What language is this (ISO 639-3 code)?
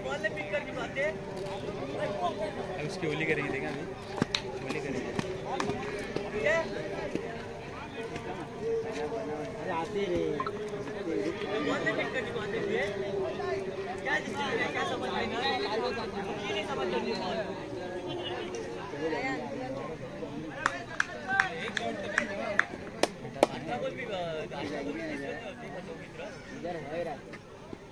mar